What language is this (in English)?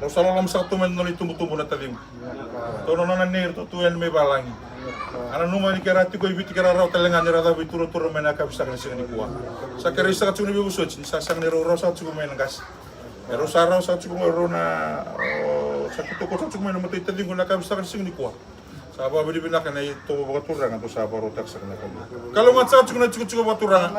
Fijian